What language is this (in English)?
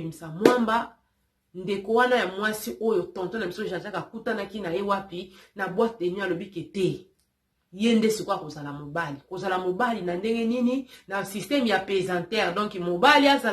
Lingala